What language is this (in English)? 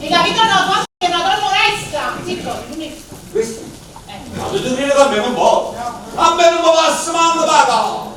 Neapolitan